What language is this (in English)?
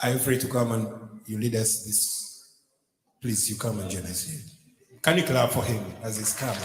Ewe